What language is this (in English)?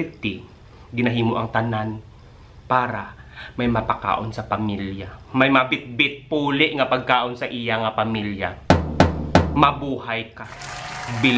Hiligaynon